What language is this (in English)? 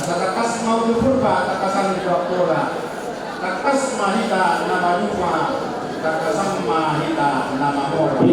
Batak Toba